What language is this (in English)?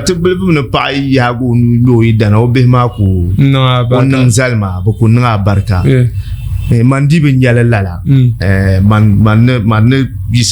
Dagbani